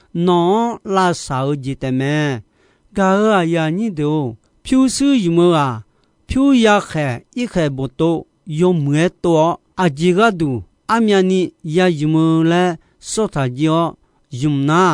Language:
Akha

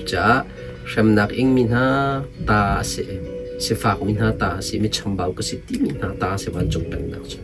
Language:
Hakha Chin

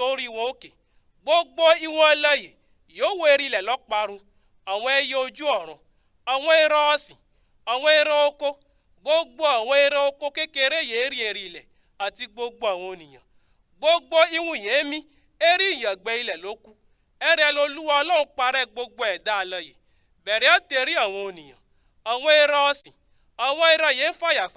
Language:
Yoruba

